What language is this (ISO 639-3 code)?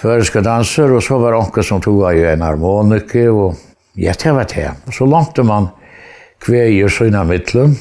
fao